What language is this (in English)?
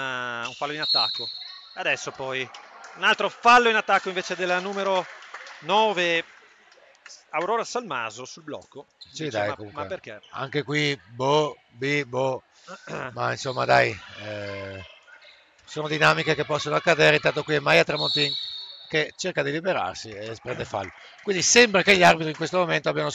Italian